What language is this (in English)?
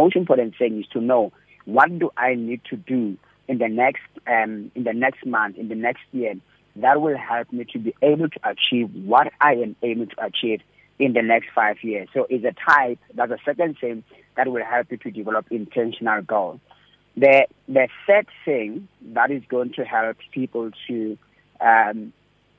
English